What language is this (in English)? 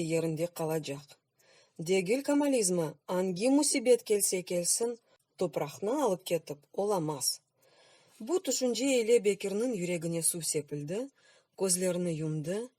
Crimean Tatar